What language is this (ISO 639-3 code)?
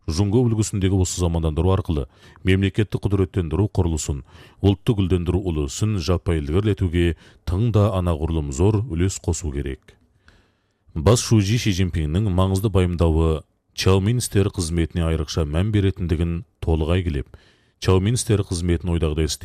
kaz